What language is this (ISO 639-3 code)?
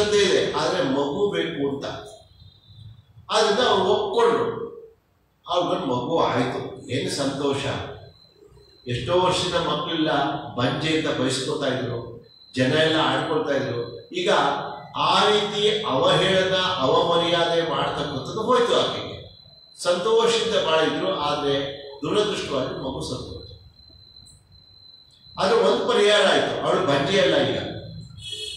kan